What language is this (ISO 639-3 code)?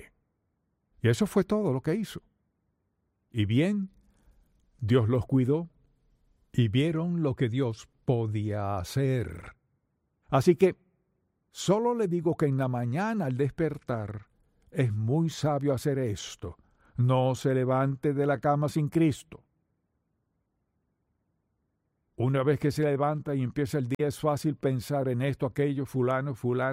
spa